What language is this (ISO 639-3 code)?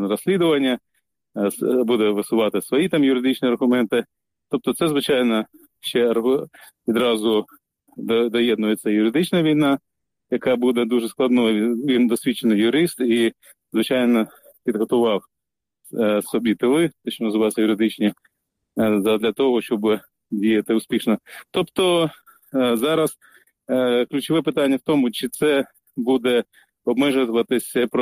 ukr